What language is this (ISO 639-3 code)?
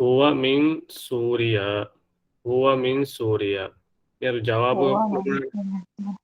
div